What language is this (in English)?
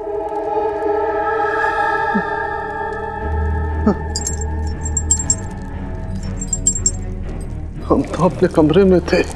Hindi